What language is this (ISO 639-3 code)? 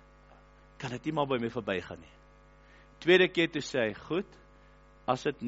afr